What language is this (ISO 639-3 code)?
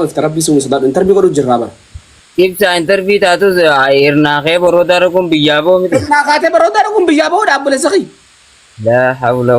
orm